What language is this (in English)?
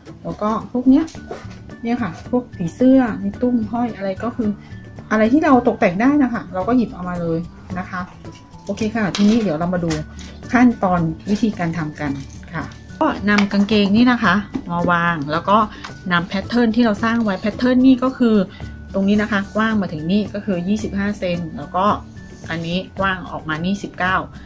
Thai